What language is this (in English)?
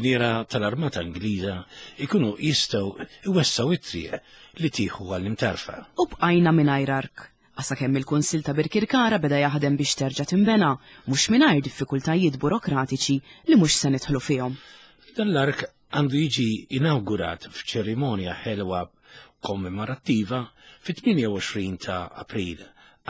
Maltese